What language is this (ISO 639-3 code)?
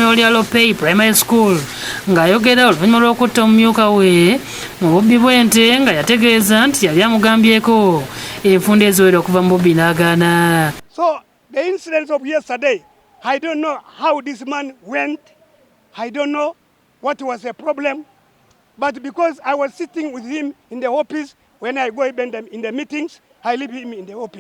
lug